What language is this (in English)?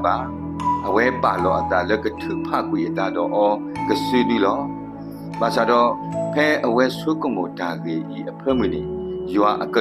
S'gaw Karen